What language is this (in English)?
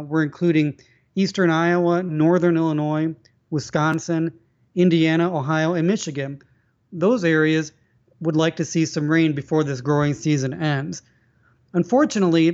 English